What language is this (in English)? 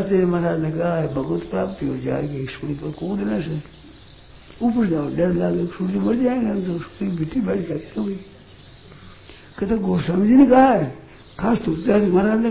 Hindi